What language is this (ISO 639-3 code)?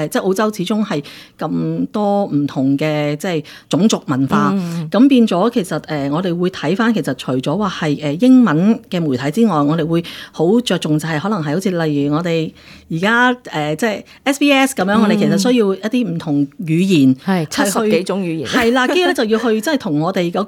yue